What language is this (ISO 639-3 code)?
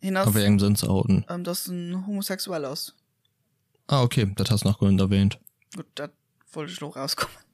ltz